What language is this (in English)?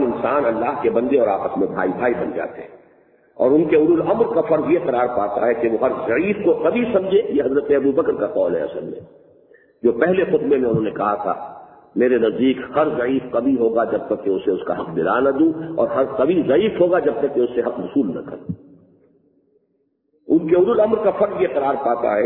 Urdu